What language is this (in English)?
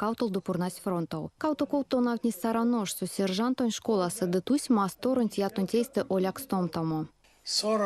Erzya